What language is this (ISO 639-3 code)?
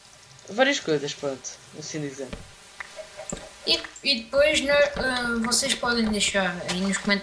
por